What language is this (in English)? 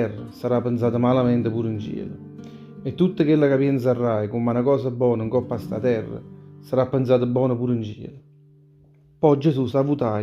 Neapolitan